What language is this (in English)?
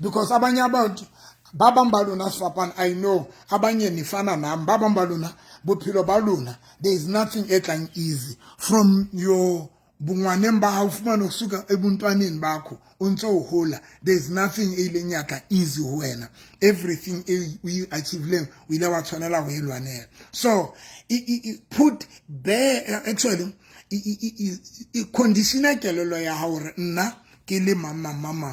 Southern Sotho